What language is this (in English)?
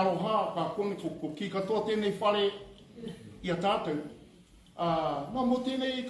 Māori